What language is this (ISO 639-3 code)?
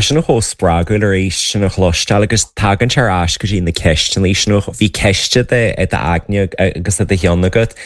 gle